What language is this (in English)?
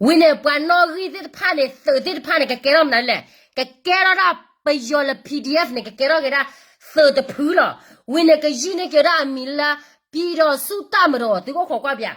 S'gaw Karen